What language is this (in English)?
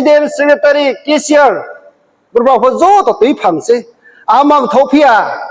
Riang (India)